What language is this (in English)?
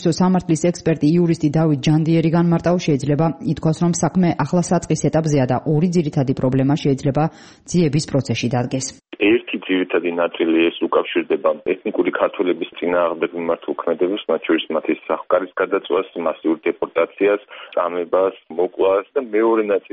Georgian